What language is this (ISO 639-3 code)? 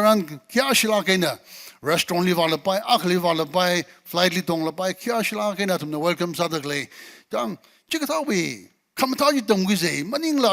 nmf